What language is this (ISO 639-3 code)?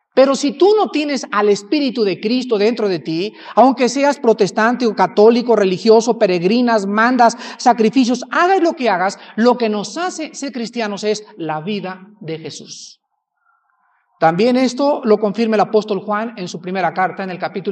spa